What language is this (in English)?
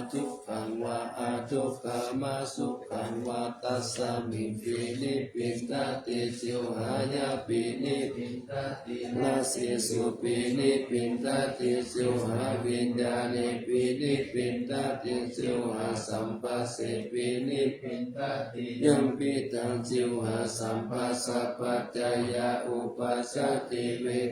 Pali